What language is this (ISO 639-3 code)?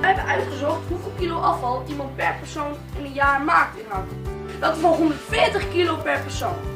fry